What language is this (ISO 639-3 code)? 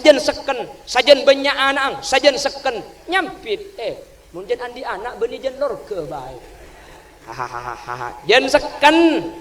mad